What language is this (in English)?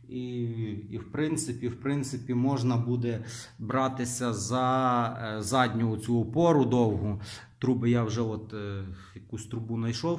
Ukrainian